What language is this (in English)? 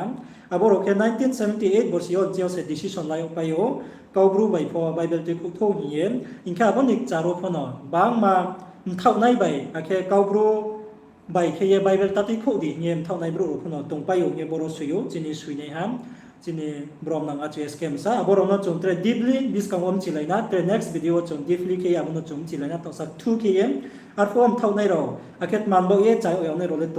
Riang (India)